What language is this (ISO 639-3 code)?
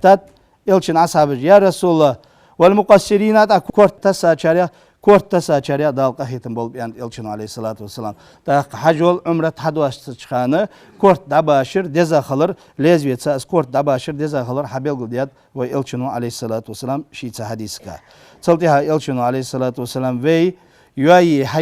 inh